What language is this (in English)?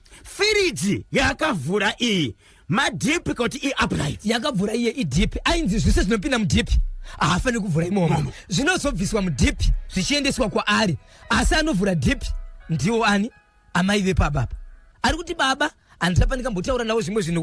Shona